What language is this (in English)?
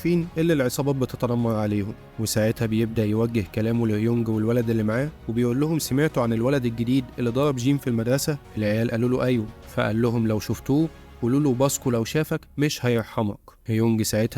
Egyptian Arabic